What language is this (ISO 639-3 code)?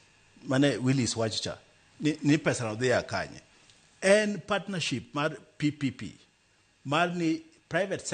luo